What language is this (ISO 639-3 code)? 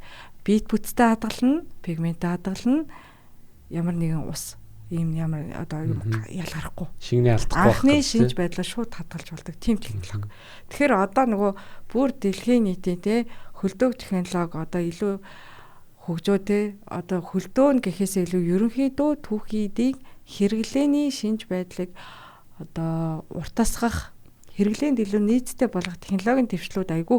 mon